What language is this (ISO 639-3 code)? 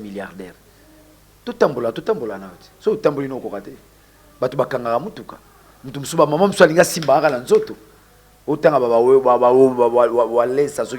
lin